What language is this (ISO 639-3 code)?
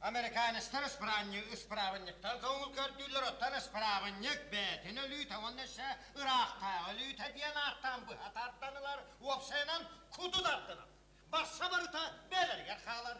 sah